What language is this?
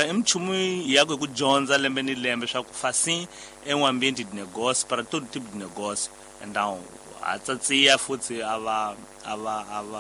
Tsonga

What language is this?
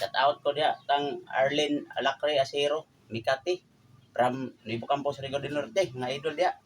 Cebuano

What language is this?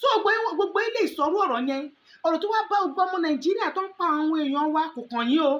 Yoruba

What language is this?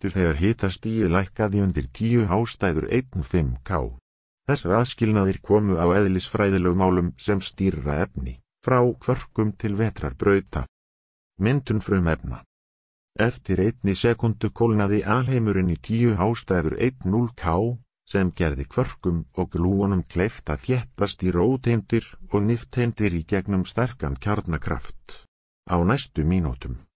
Icelandic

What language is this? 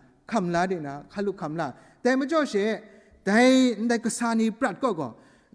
Kachin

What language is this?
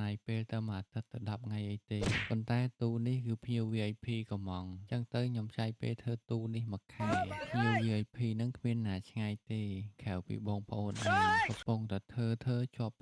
Khmer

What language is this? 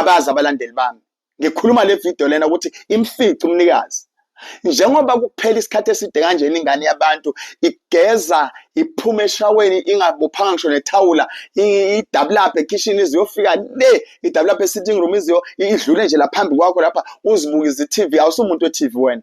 Zulu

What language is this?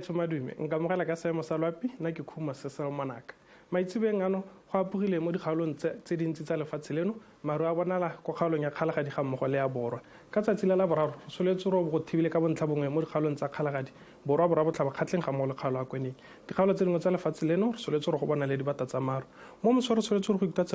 Tswana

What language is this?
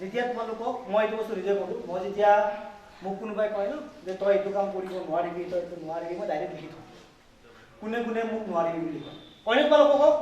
Assamese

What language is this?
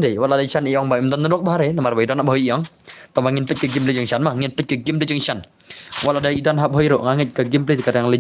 Khasi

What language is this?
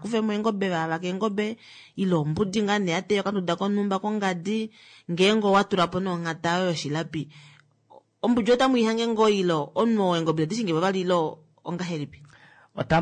Kuanyama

